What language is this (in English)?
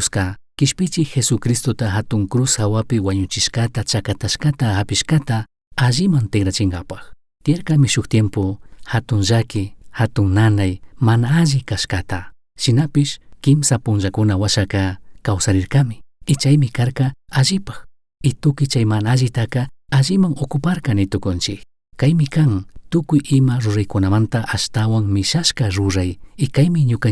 Chimborazo Highland Quichua